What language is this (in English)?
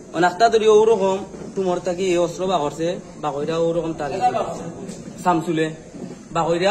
Sylheti